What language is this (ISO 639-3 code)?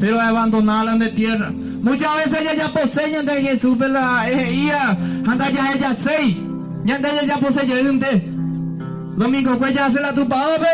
grn